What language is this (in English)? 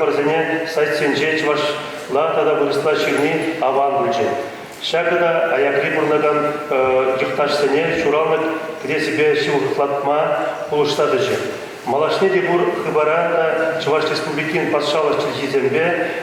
Chuvash